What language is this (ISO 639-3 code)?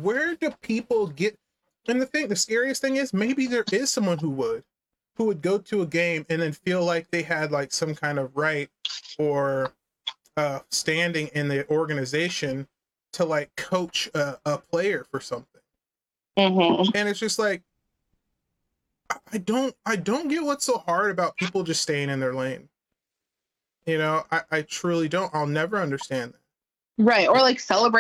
eng